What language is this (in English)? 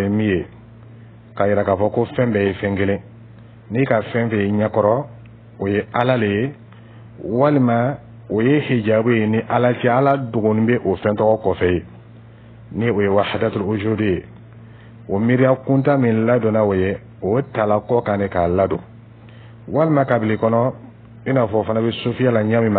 Dyula